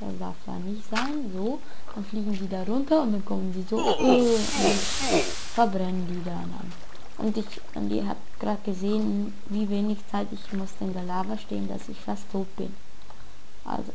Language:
Swiss German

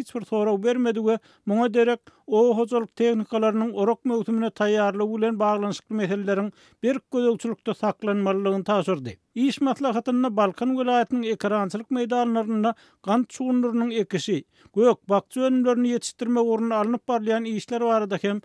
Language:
Turkmen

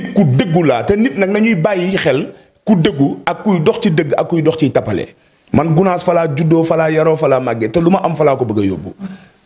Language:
Wolof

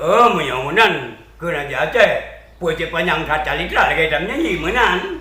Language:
Achinese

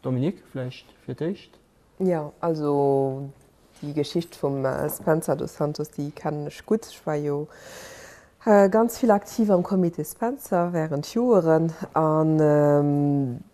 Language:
Luxembourgish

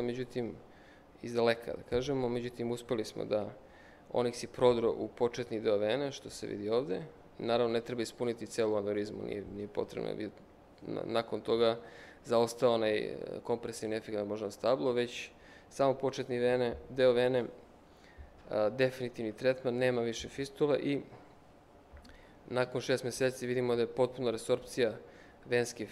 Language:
Serbian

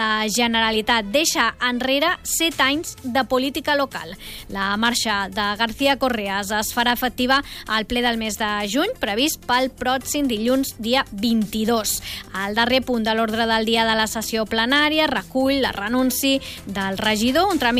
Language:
Catalan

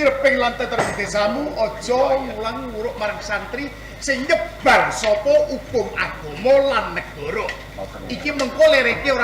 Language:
Javanese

